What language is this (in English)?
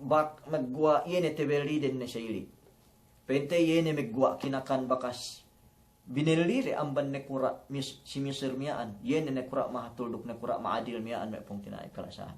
Yakan